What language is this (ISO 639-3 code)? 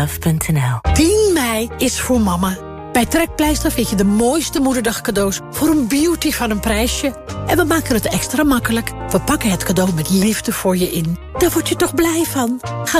nld